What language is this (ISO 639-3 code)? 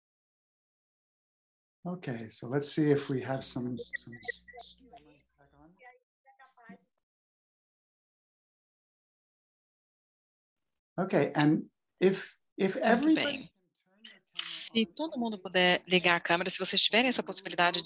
por